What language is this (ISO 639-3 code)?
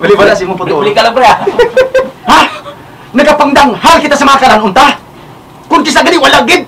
hil